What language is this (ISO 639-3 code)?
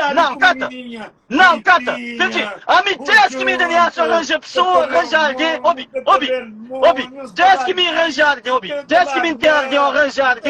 kea